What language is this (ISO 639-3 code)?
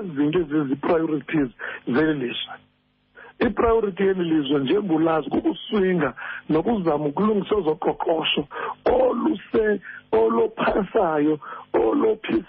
xho